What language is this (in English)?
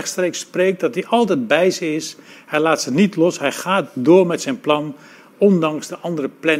Dutch